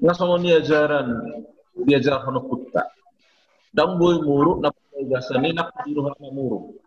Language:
Batak Toba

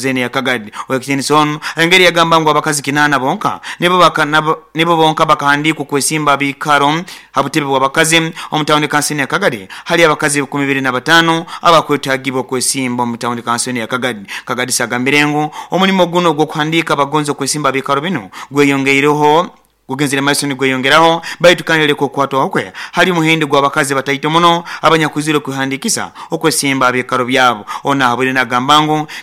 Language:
Nyoro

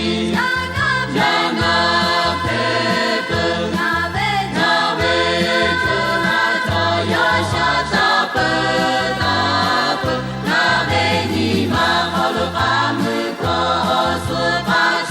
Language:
Lahu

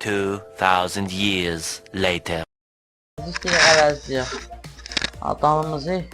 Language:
South Azerbaijani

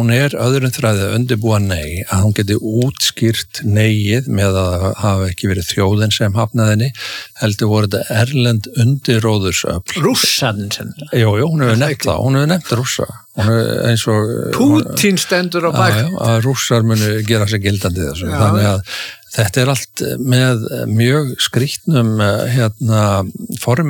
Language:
Icelandic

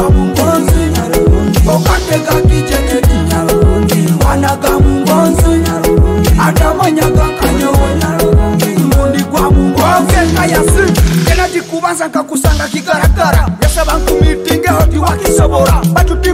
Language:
Nyoro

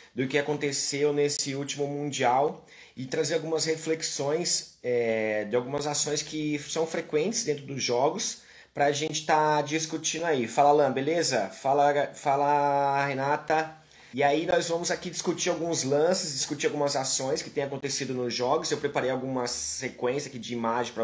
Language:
Portuguese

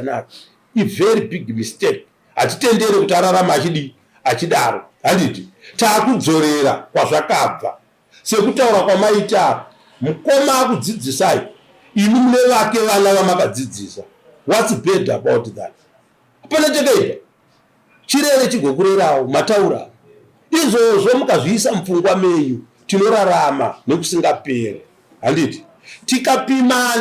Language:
Shona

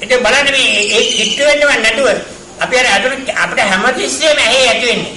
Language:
Sinhala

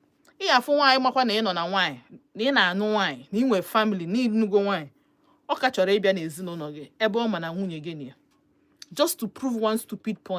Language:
Igbo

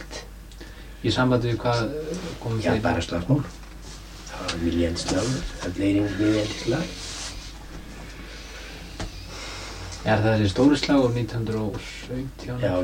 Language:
Icelandic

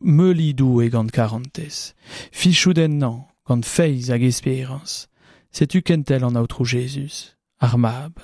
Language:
Breton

